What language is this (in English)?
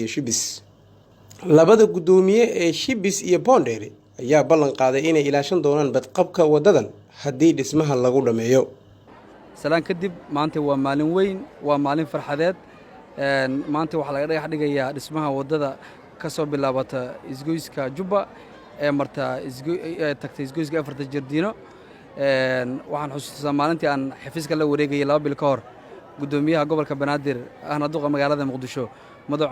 Somali